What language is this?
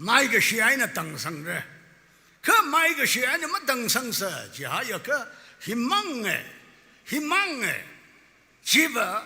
Tangkhul Naga (India)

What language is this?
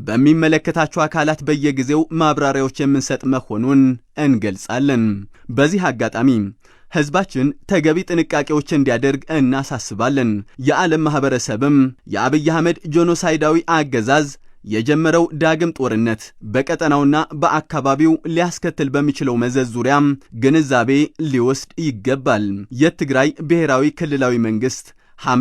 Amharic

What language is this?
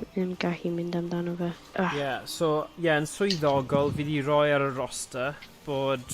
Welsh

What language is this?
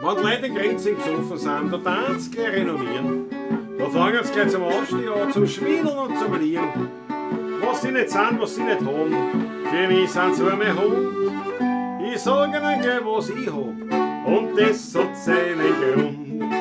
Bavarian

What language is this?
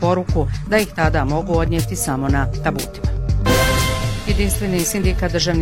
Bosnian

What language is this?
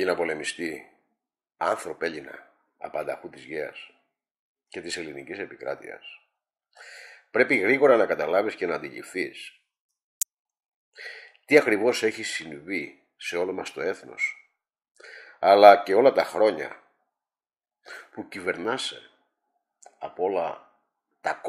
Greek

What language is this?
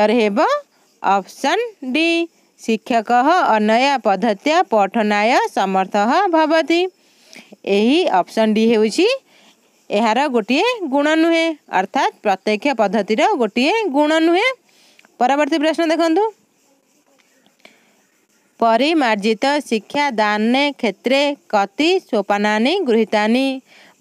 Odia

